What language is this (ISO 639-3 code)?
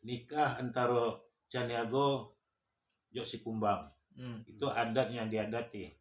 min